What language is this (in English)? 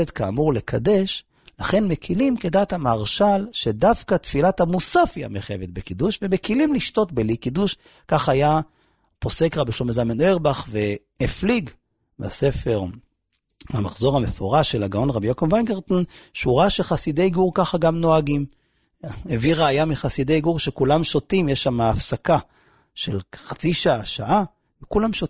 Hebrew